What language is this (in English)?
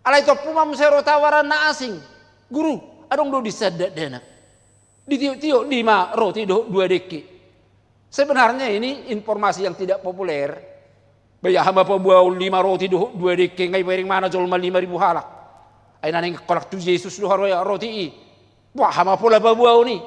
Batak Toba